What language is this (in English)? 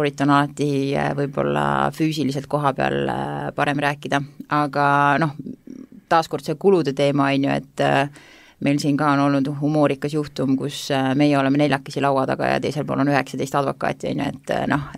Estonian